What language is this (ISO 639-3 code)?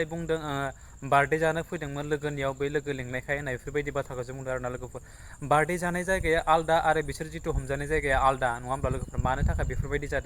brx